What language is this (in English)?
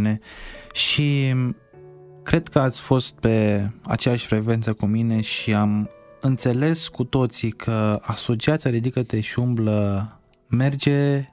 Romanian